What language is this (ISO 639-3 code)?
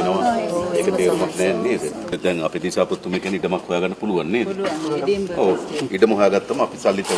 sin